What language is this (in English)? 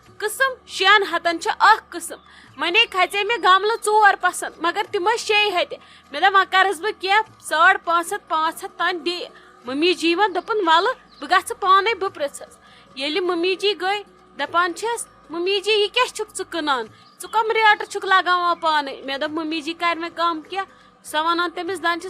Kashmiri